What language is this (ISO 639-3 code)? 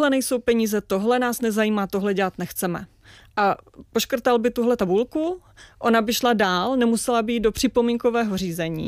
ces